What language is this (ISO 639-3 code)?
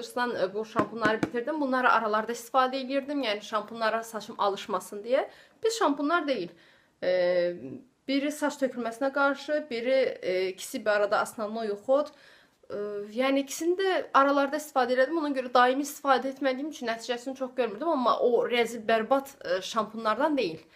aze